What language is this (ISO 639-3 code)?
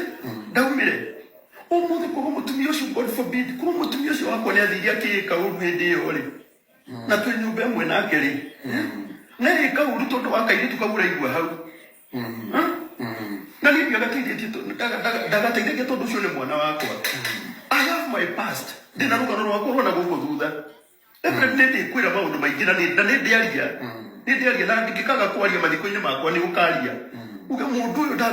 kik